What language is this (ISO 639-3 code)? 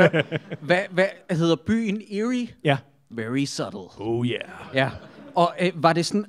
dan